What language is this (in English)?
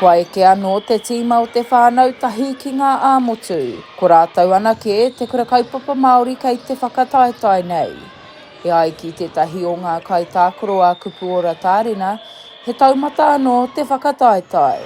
Māori